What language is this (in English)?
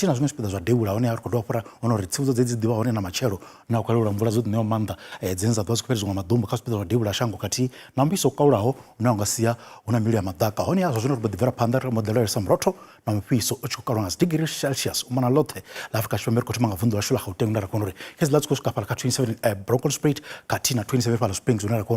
Venda